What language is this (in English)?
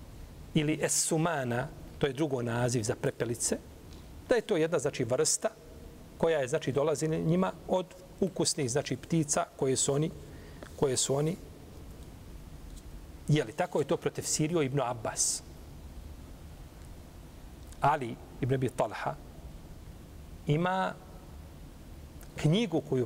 Bosnian